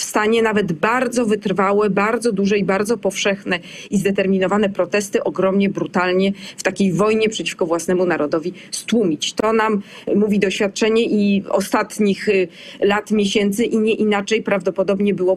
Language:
Polish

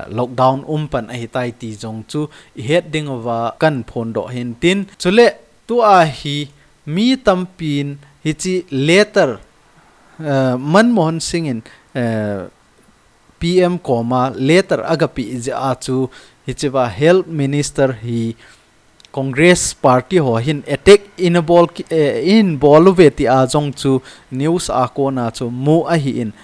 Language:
Thado Chin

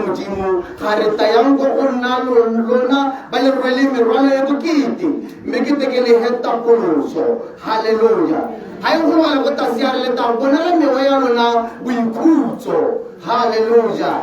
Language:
Tswana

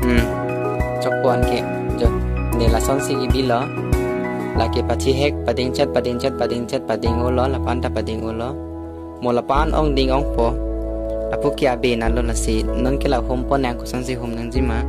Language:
Karbi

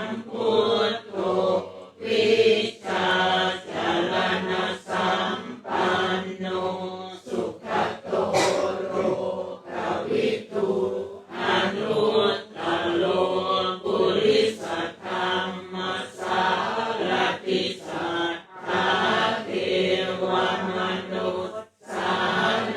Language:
Pali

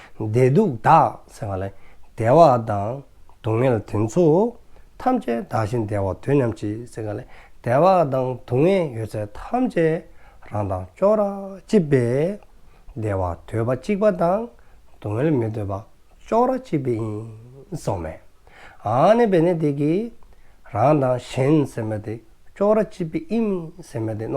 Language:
Dzongkha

